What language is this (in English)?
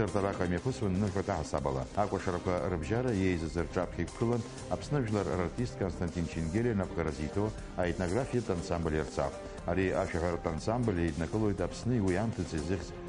Abkhazian